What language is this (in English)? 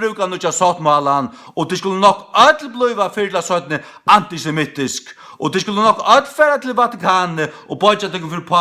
Faroese